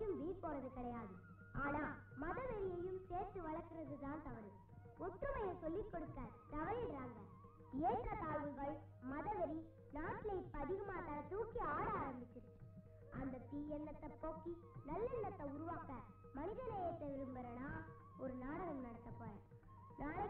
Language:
Tamil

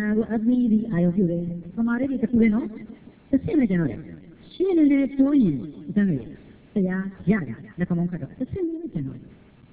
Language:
Burmese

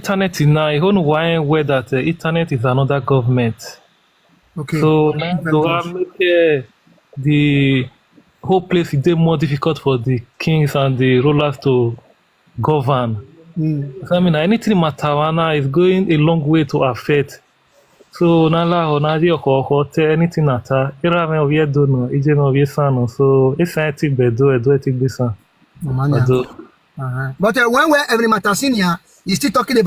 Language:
Nigerian Pidgin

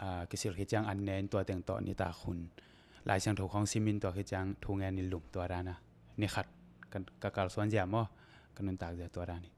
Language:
Tedim Chin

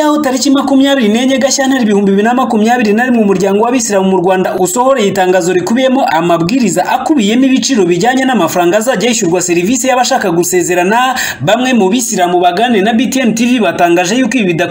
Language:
Kinyarwanda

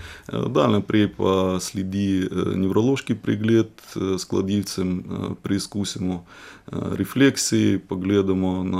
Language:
Slovenian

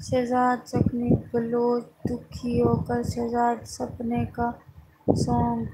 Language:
Saraiki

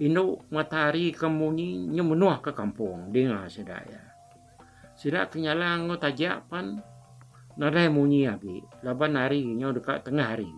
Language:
Iban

